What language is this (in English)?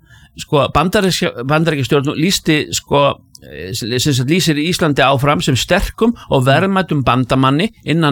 Icelandic